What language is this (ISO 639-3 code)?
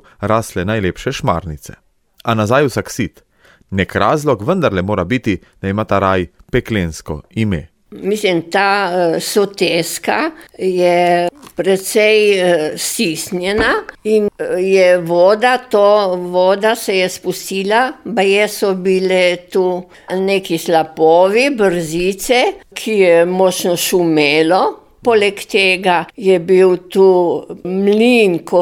slv